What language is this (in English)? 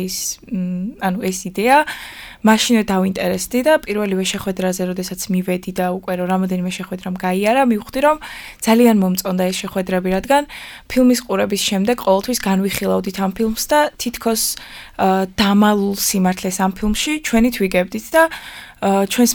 Georgian